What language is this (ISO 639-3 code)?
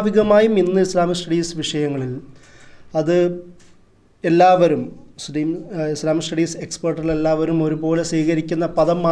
mal